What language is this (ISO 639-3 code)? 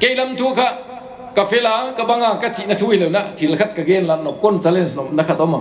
pck